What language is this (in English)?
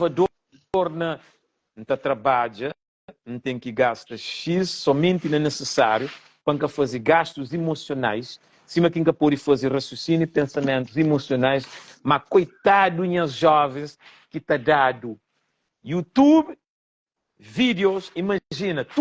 Kabuverdianu